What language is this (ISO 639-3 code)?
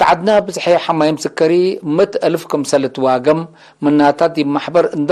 tig